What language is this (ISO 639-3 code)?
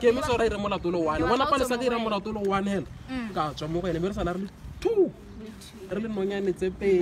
tsn